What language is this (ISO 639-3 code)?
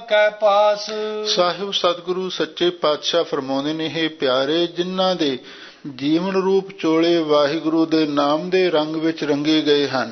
pan